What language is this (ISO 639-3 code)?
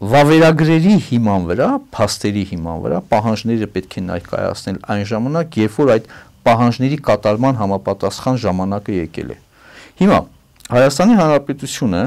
hye